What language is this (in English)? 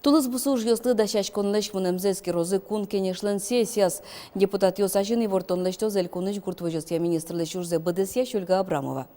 Udmurt